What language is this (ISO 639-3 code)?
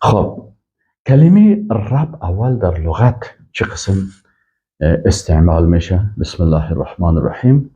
fas